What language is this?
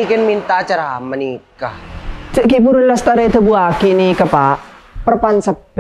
Madurese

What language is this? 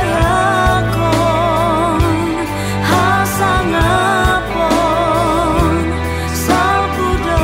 Batak Simalungun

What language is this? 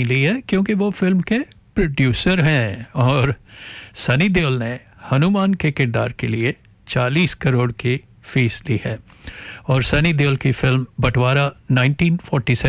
Hindi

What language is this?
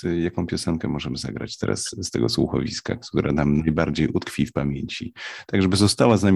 Polish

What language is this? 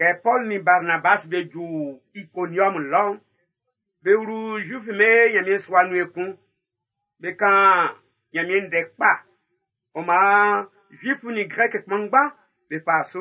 Baoulé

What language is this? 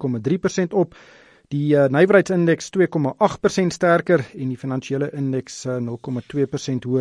Afrikaans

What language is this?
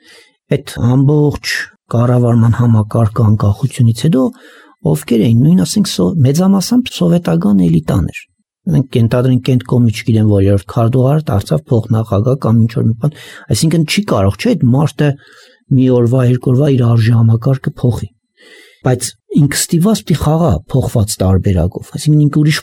Armenian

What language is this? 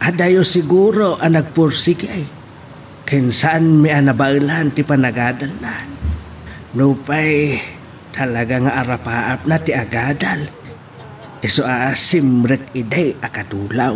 Iloko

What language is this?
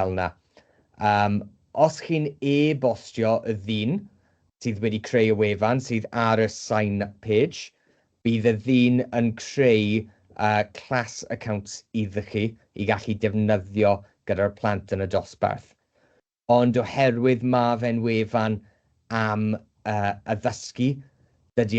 Welsh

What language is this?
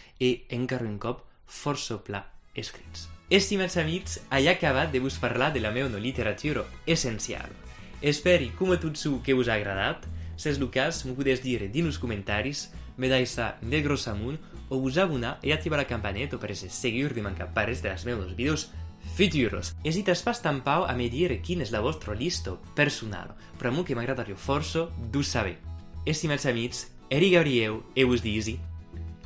Occitan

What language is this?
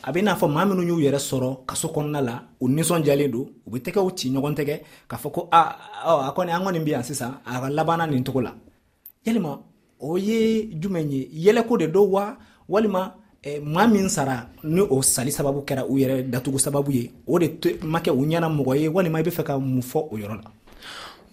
Dyula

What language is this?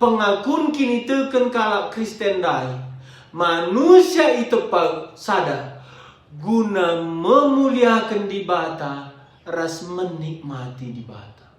Batak Karo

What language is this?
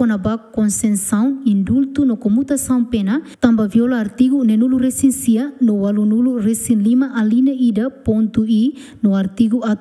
Tetum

